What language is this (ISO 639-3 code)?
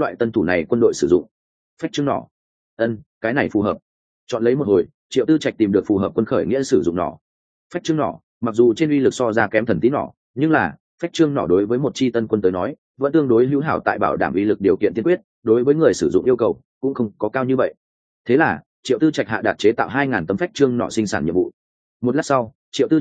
vie